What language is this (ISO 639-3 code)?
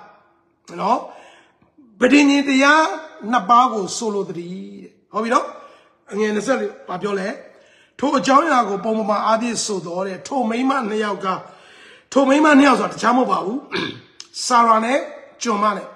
mya